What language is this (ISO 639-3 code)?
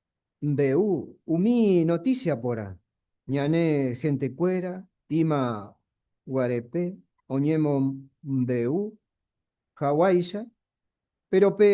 grn